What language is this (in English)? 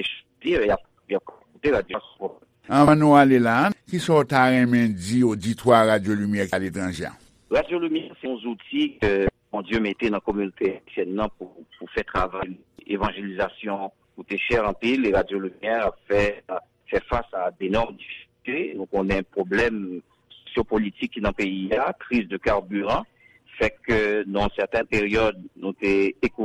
Haitian Creole